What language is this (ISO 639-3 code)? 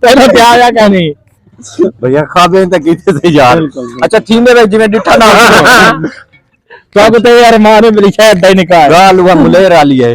skr